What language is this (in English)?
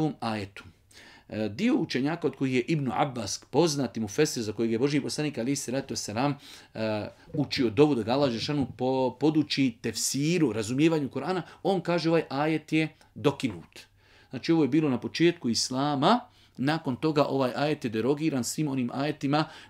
Bosnian